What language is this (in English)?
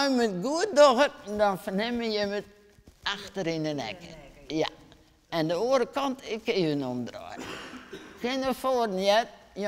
Western Frisian